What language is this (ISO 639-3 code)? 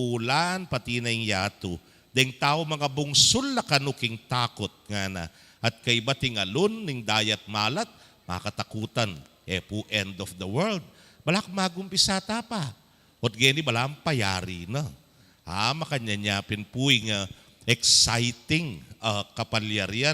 pam